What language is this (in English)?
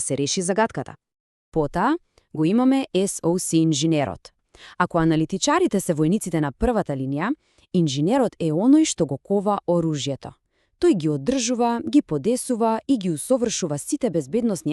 Macedonian